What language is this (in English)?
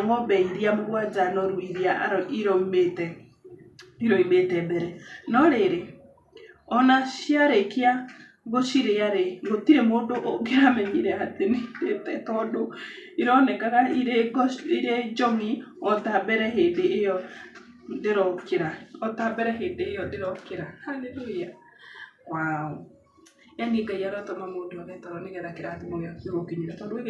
Kikuyu